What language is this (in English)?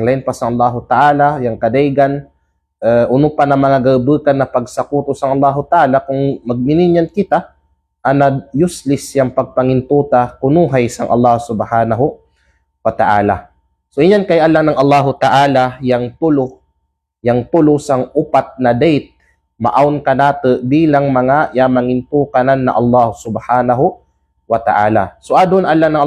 Kalagan